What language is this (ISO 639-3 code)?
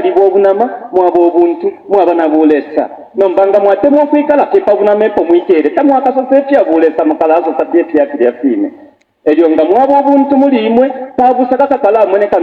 bem